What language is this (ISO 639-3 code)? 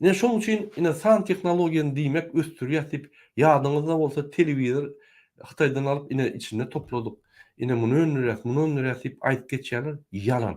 tuk